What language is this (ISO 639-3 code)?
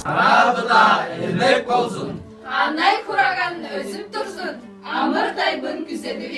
tyv